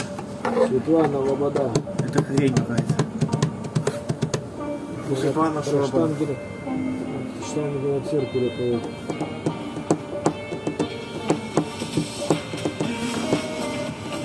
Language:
Russian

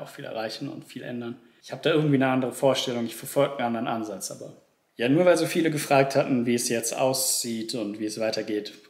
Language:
German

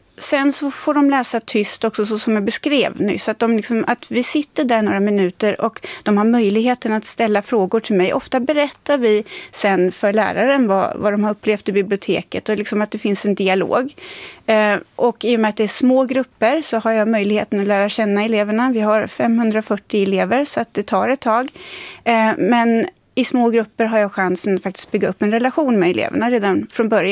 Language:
Swedish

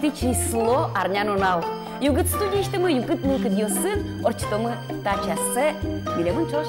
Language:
Udmurt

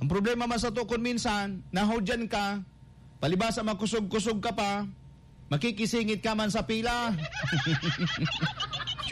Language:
Bikol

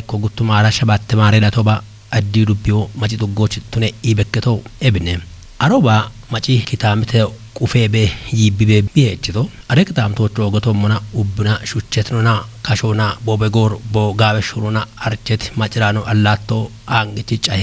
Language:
Kafa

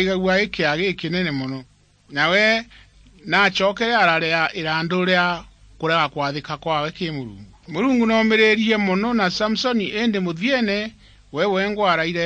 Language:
Meru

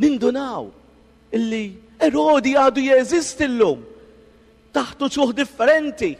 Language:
Maltese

